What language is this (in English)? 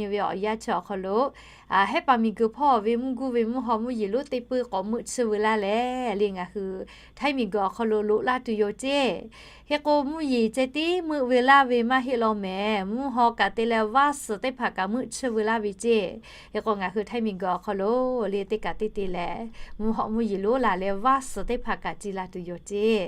Lahu